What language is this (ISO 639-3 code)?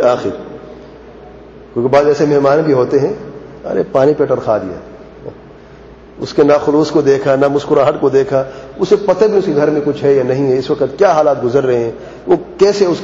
urd